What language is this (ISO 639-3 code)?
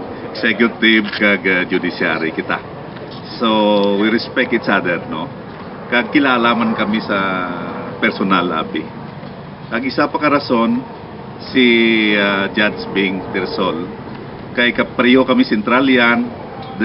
hil